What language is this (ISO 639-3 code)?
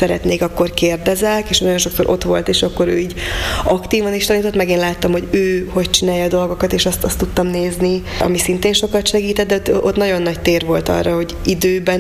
hun